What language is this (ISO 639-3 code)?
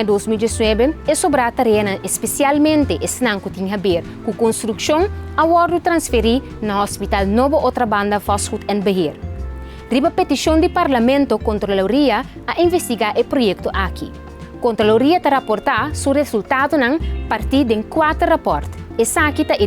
pap